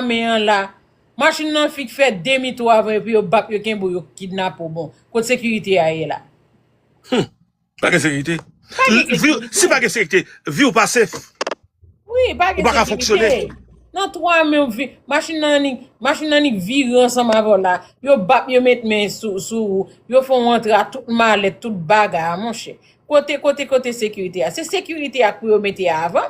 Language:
Haitian Creole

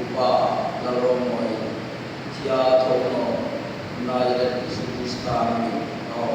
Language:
Hmar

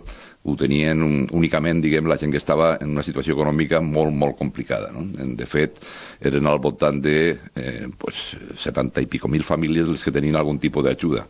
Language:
Catalan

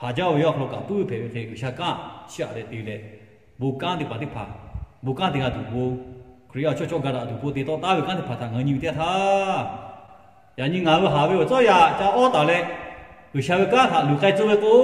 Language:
Lahu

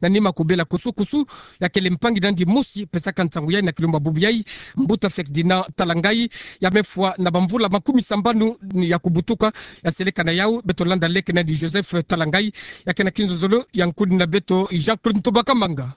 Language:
Kituba (Democratic Republic of Congo)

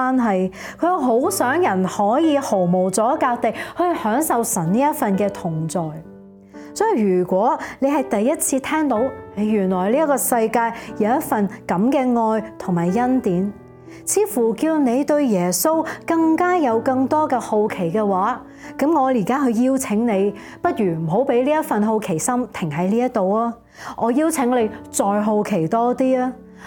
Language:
Cantonese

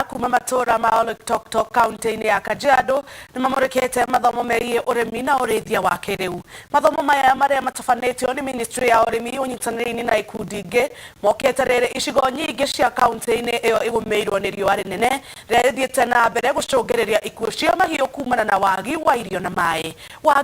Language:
Kikuyu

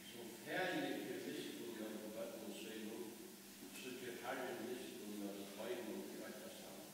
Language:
Faroese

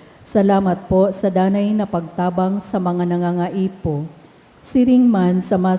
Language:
Bikol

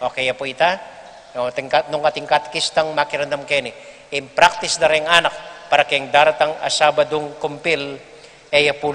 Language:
Pampanga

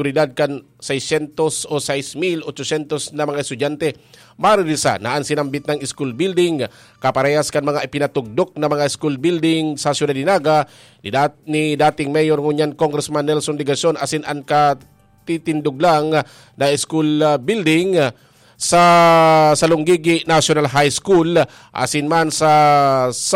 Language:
Bikol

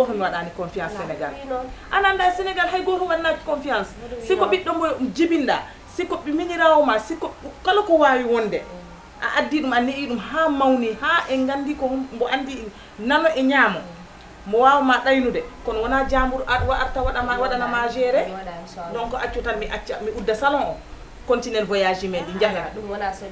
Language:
Fula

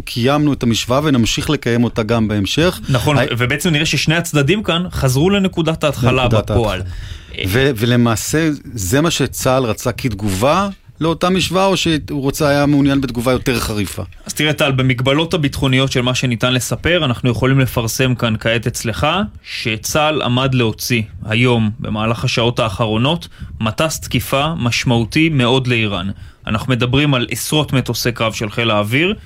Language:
Hebrew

